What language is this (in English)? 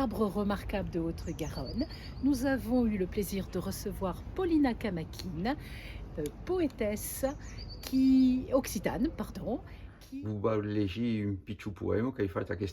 Occitan